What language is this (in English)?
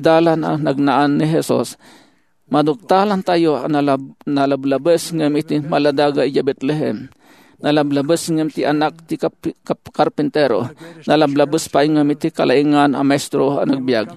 Iloko